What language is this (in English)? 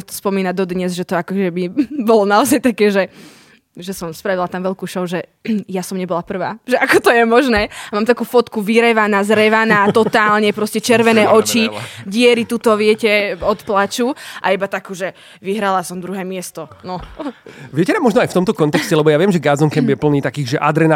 Slovak